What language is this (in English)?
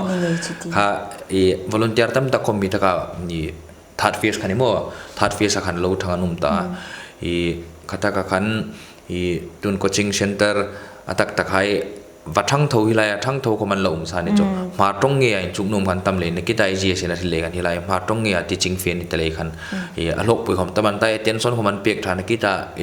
Hmar